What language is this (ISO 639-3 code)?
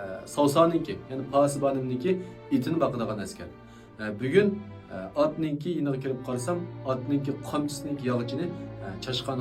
uig